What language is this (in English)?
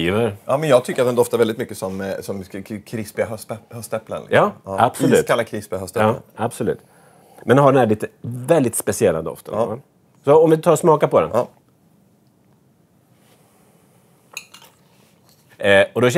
Swedish